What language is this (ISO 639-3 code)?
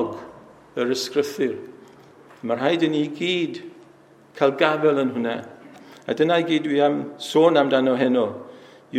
cym